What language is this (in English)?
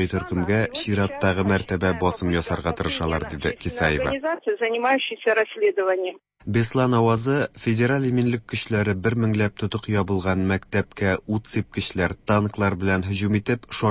Tatar